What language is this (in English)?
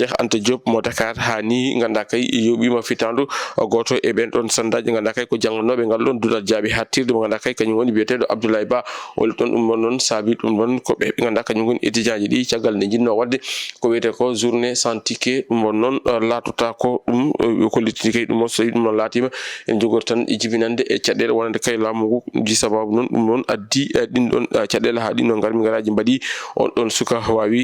Fula